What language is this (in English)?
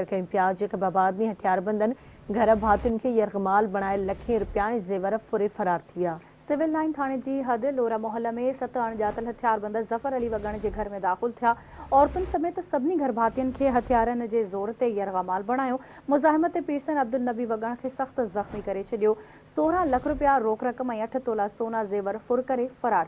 Sindhi